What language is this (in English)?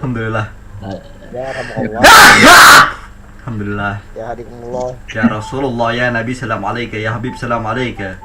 Banjar